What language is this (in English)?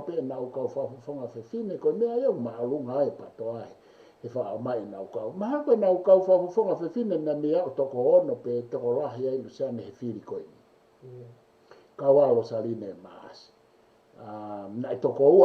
Tongan